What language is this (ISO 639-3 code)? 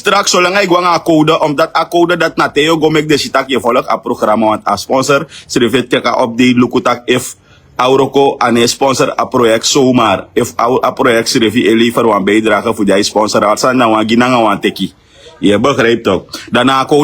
srn